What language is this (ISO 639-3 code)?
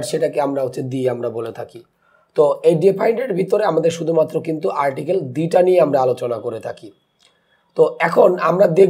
ben